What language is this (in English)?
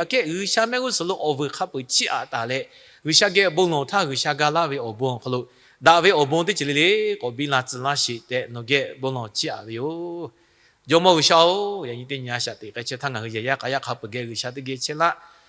Lahu